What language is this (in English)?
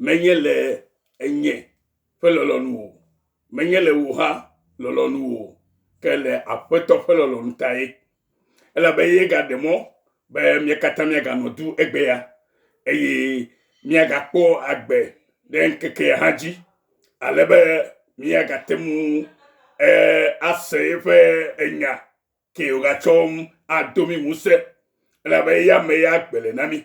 Ewe